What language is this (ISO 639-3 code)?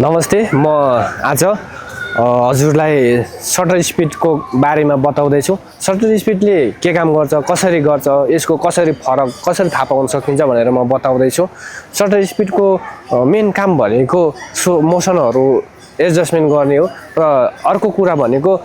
nep